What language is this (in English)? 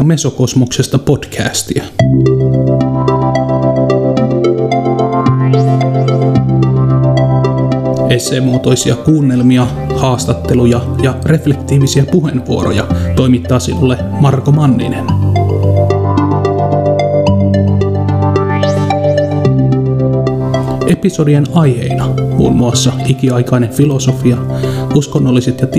Finnish